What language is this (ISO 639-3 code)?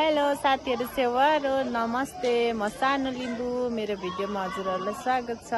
nep